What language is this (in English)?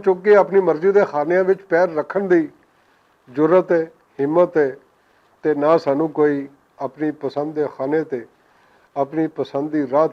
Western Panjabi